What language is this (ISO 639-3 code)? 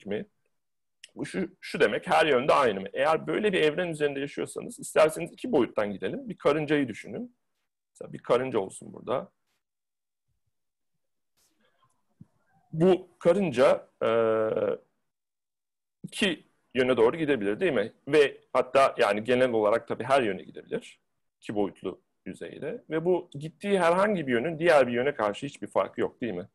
tur